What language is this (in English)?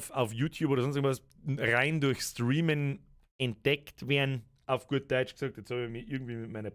Bavarian